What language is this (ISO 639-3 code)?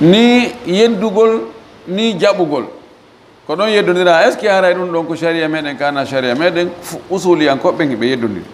ful